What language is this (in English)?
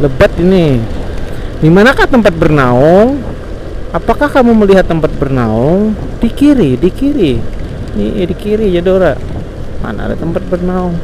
Banjar